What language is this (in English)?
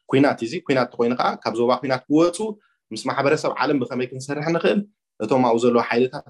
Tigrinya